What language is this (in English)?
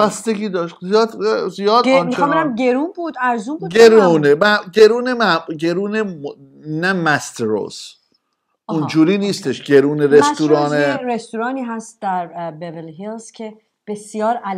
Persian